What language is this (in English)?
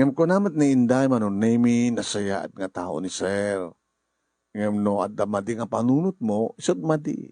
Iloko